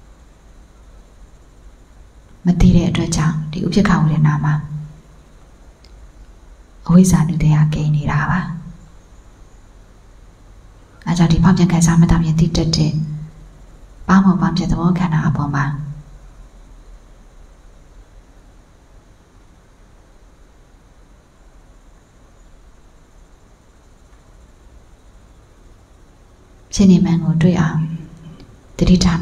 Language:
Burmese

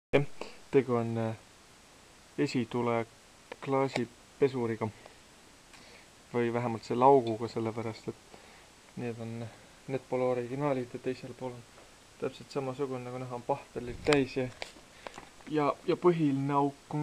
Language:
Estonian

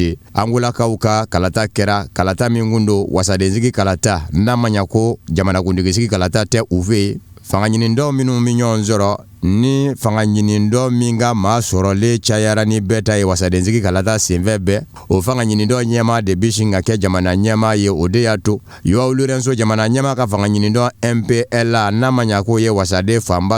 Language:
Bambara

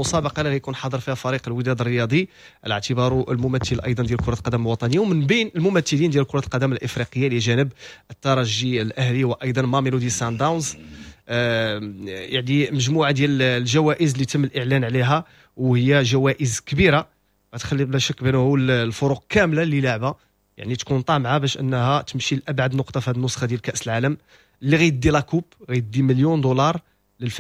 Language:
Moroccan Arabic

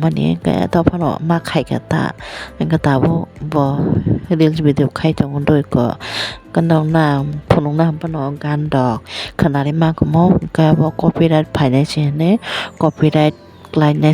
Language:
Kok Borok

